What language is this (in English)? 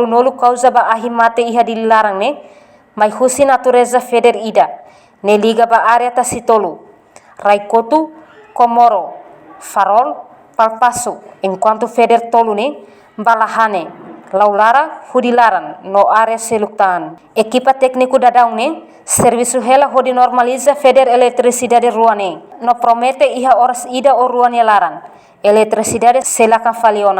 Tetum